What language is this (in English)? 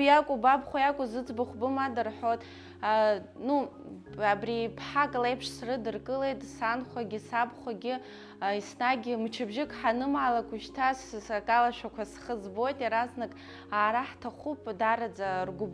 Abkhazian